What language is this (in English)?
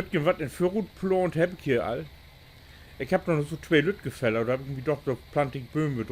Low German